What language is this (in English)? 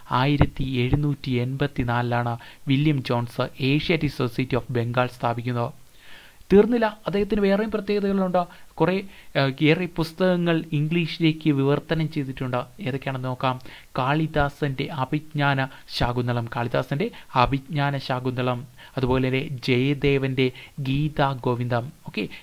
Malayalam